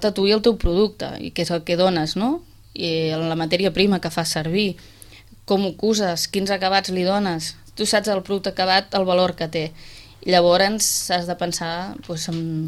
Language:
Catalan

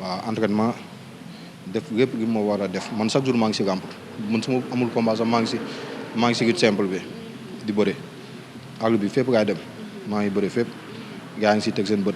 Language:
Wolof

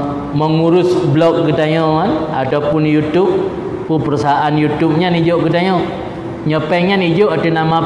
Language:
Achinese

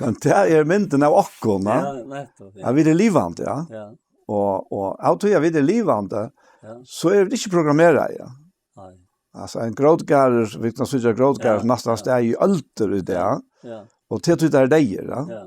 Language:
Faroese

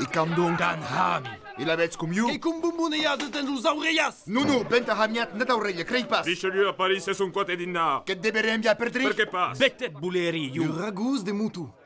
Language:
Occitan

